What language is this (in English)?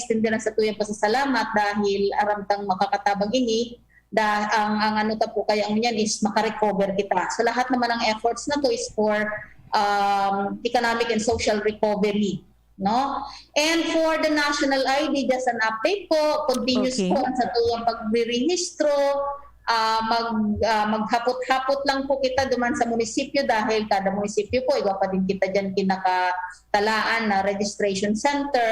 Bikol